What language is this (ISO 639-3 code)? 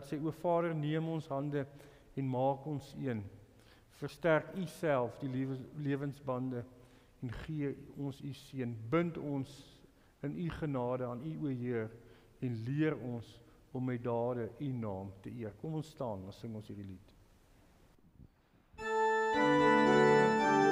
afr